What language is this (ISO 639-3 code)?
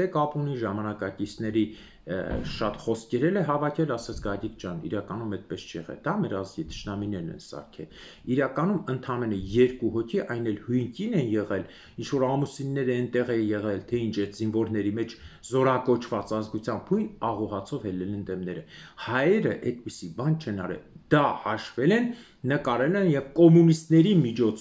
hye